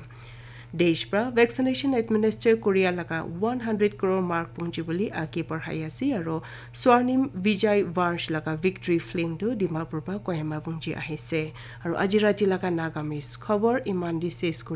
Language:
Naga Pidgin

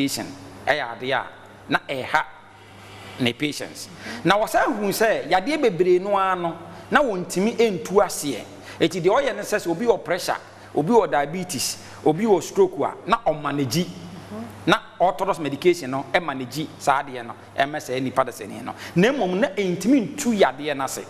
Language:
Akan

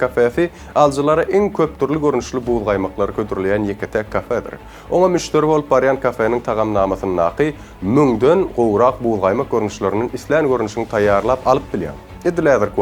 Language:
Turkmen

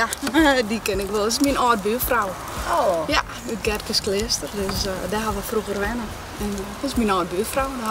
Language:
Western Frisian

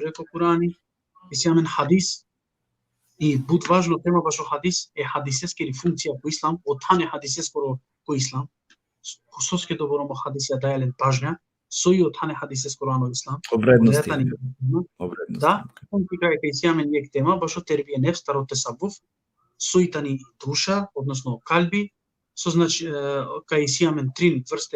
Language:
Balkan Romani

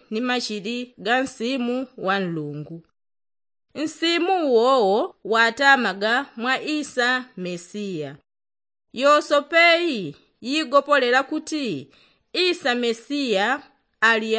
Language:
Yao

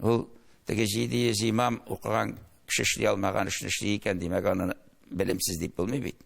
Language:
Tatar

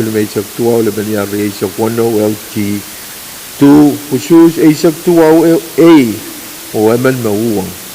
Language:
Pohnpeian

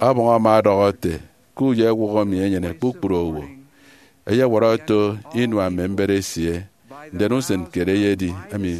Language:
Efik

